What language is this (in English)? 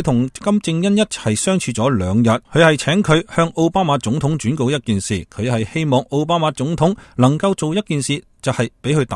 Cantonese